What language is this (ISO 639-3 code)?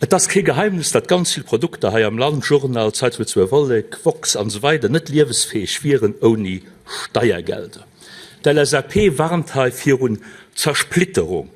ltz